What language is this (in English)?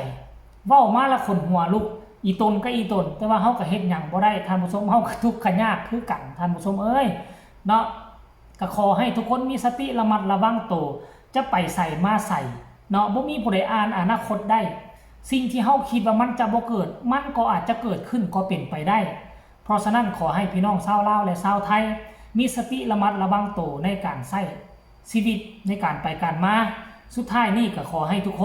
Lao